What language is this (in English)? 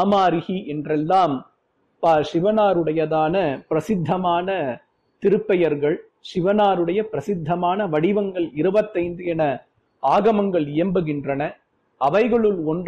Tamil